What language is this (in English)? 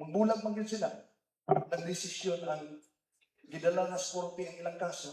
Cebuano